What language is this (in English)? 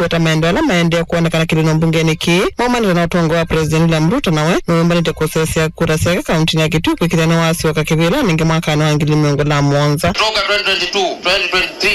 Kamba